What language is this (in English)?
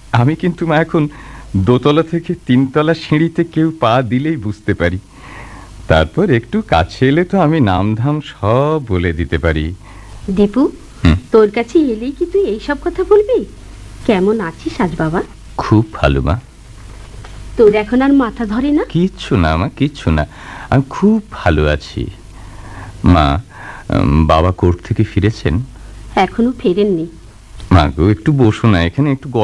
Bangla